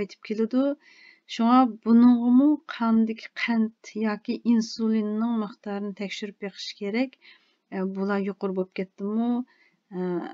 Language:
Uyghur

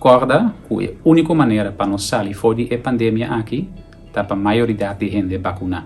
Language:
Papiamento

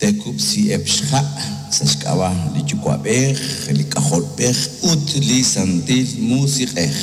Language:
Kekchí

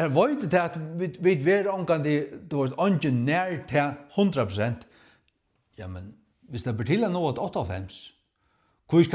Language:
Faroese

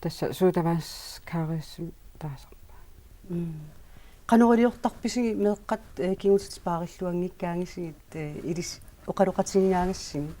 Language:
Kalaallisut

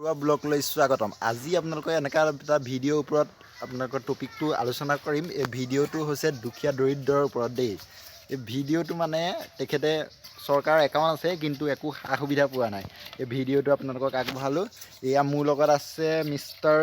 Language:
Assamese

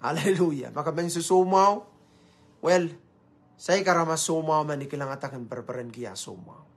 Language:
Pohnpeian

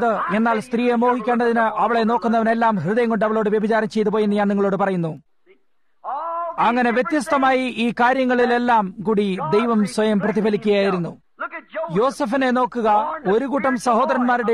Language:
Malayalam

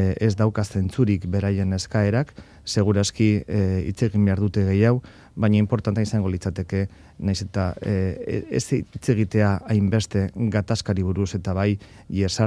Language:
Basque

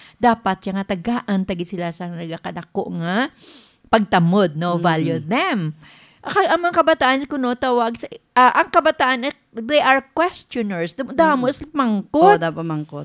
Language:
Hiligaynon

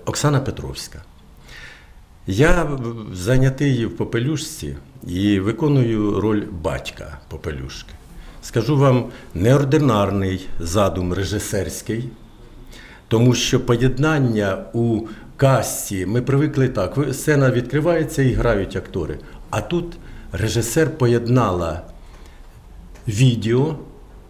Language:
Ukrainian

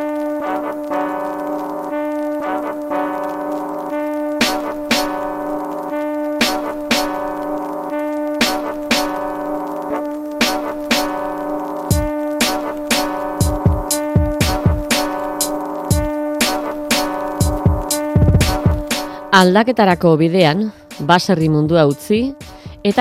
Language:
Basque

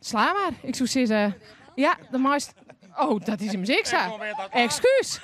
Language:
Western Frisian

